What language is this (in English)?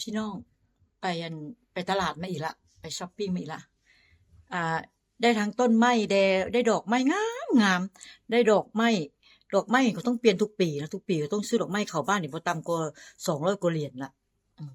Northeastern Thai